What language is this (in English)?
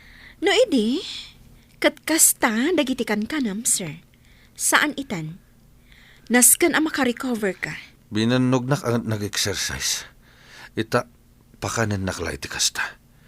Iloko